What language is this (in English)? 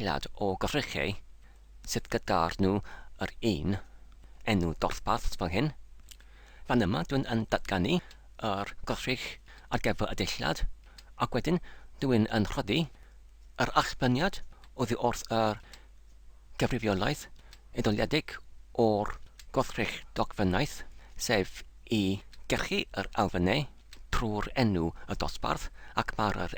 Welsh